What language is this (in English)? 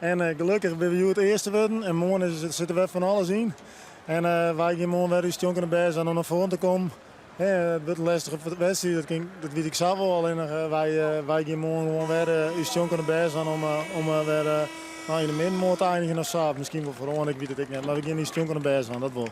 Western Frisian